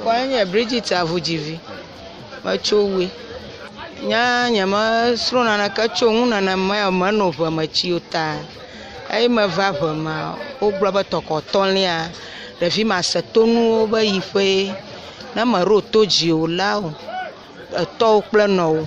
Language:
Ewe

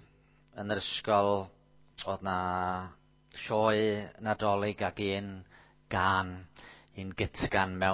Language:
Welsh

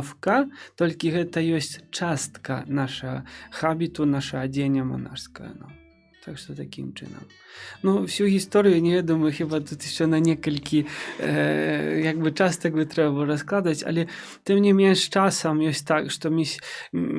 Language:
Belarusian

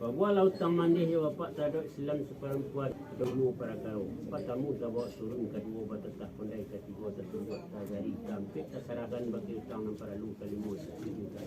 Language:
Minangkabau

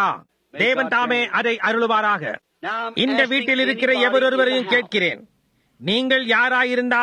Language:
Tamil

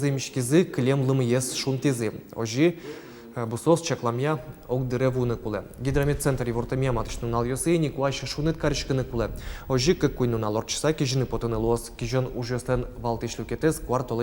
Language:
Udmurt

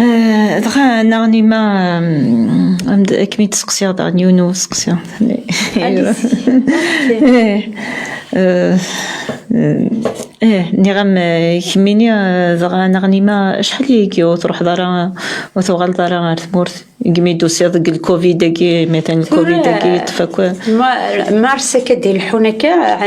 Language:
Kabyle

